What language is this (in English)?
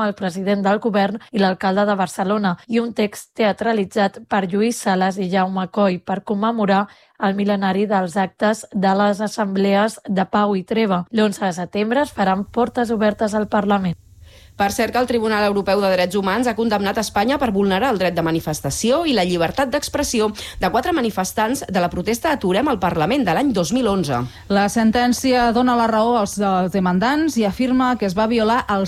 Catalan